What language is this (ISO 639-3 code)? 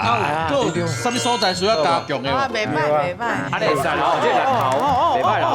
nan